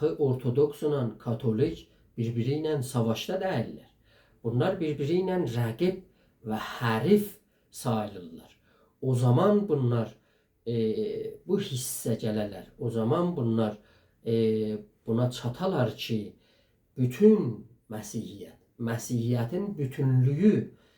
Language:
South Azerbaijani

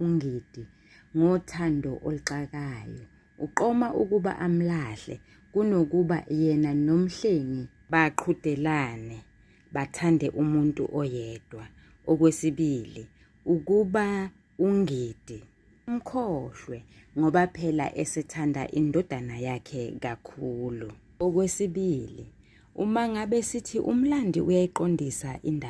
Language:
Zulu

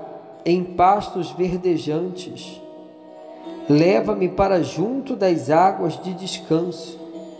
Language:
Portuguese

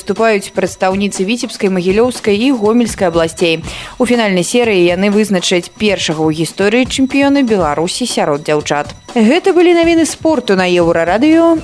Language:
Belarusian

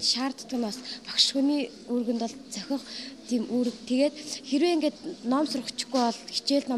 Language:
Mongolian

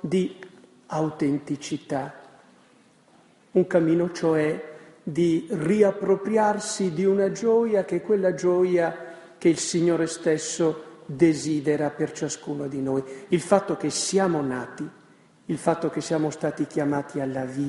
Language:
Italian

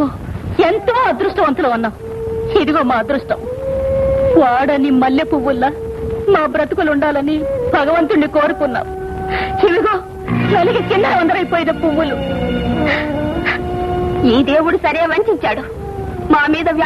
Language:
Telugu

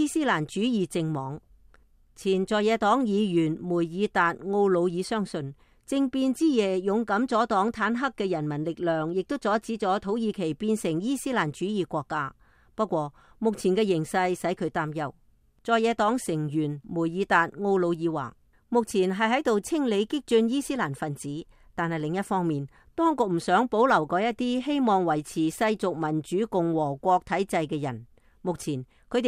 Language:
Cantonese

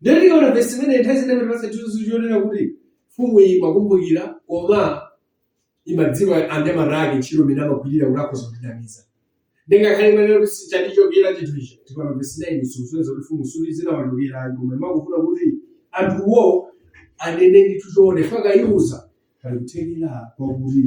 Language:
Nyanja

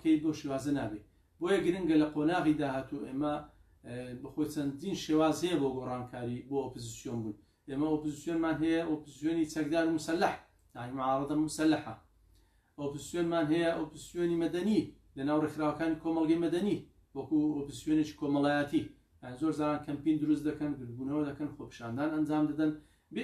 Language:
Central Kurdish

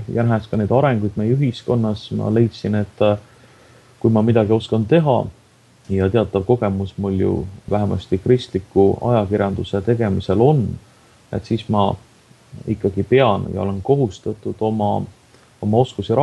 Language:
Estonian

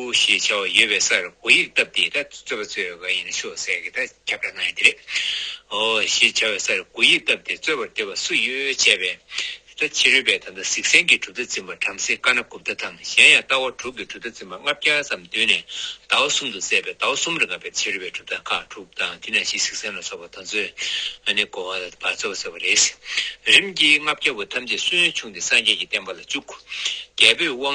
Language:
Tibetan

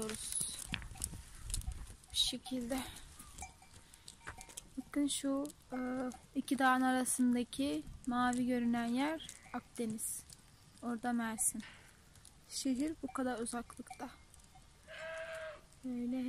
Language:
Turkish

